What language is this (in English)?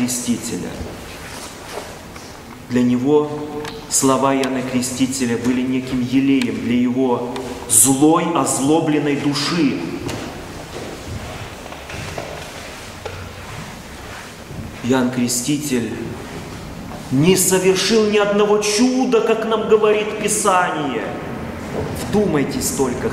Russian